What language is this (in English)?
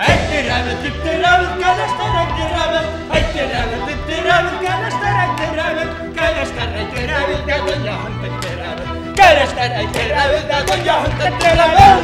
Bashkir